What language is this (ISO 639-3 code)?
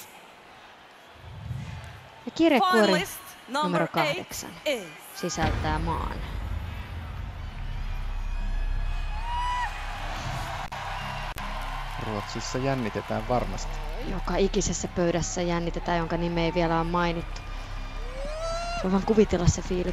fin